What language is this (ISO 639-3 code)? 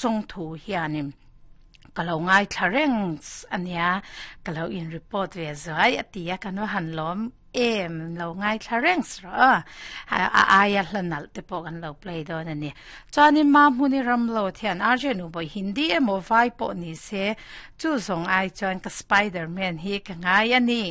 lus